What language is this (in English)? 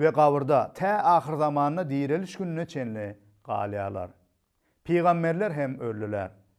Turkmen